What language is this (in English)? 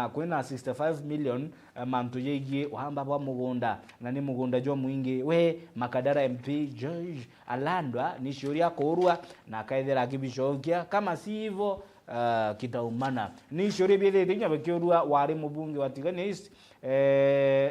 Meru